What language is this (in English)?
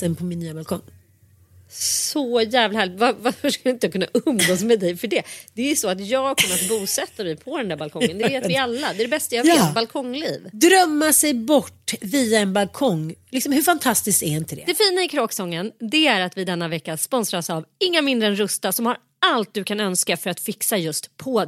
Swedish